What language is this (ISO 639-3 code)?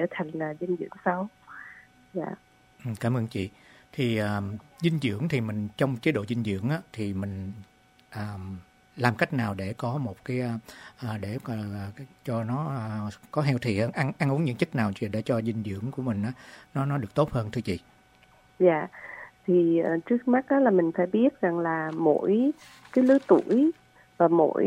vie